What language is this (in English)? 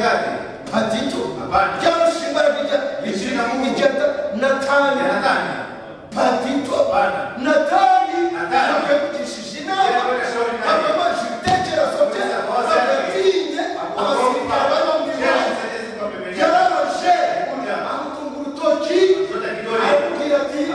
Kinyarwanda